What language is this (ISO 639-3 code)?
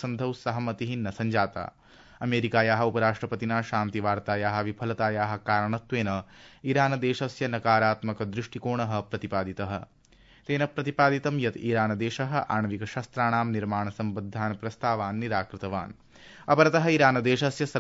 san